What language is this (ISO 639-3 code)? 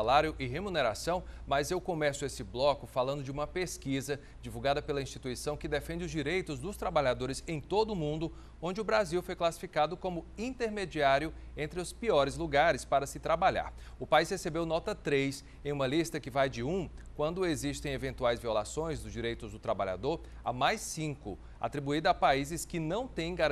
por